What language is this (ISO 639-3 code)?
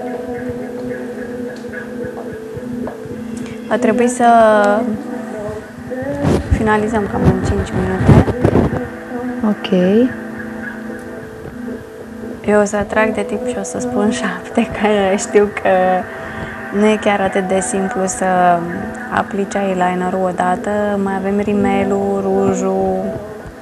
ron